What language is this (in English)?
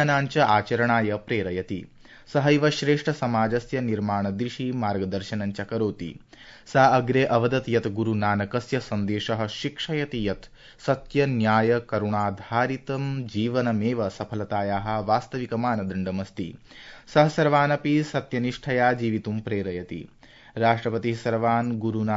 Sanskrit